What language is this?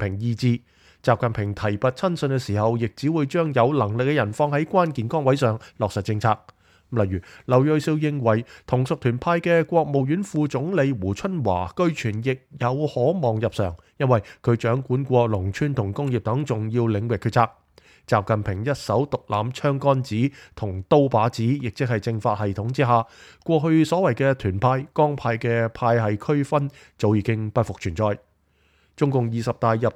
Cantonese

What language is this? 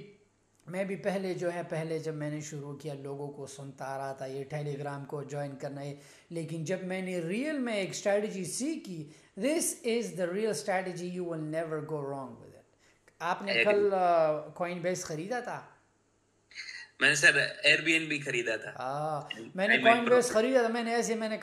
Hindi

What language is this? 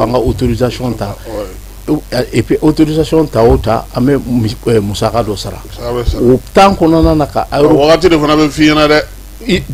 Bambara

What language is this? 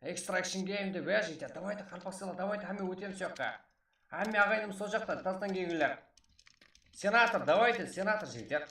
Kara-Kalpak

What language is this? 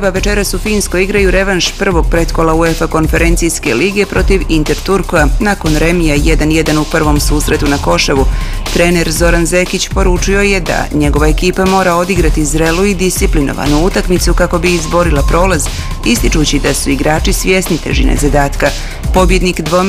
Bosnian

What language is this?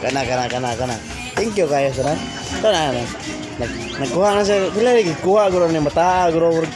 Cebuano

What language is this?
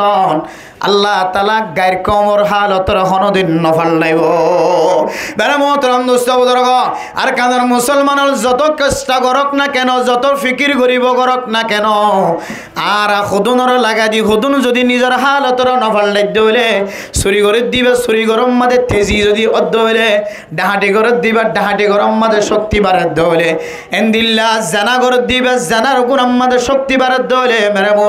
Rohingya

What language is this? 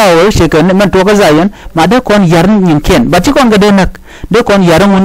Nuer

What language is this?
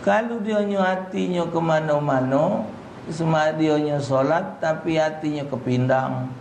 Musi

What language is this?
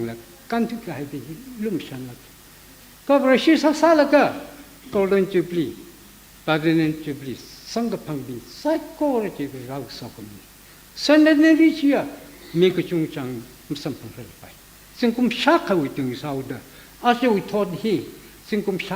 Tangkhul Naga (India)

